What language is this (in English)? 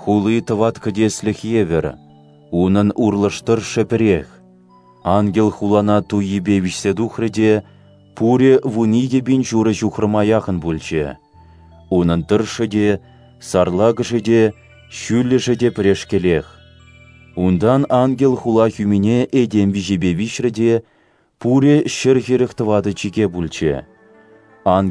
Chuvash